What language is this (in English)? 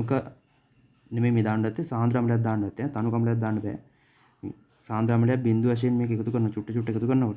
Sinhala